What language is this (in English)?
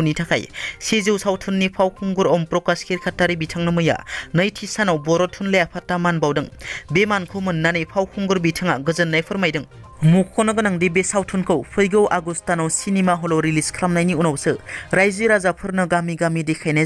Bodo